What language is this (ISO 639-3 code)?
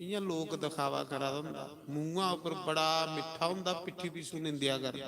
doi